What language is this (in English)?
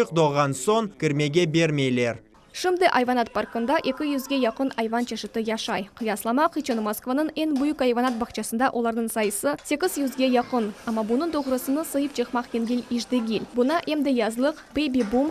Crimean Tatar